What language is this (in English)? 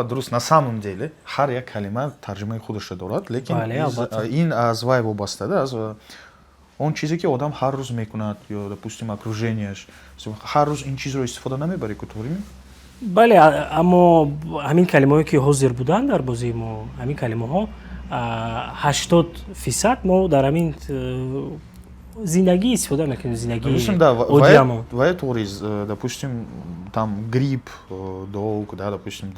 Tajik